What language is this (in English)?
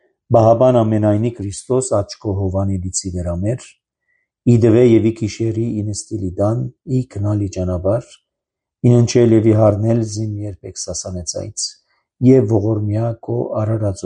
Armenian